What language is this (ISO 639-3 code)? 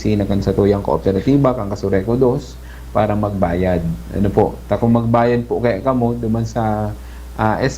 bik